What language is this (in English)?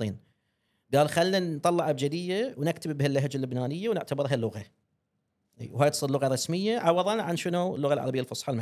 Gulf Arabic